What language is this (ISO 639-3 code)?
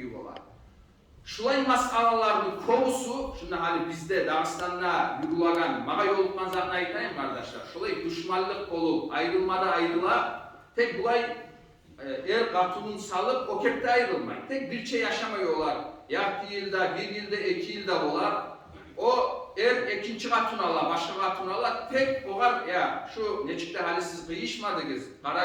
kum